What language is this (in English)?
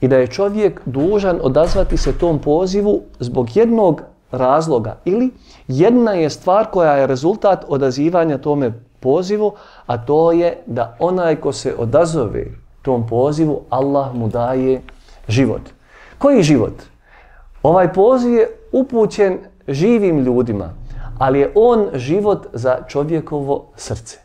Bosnian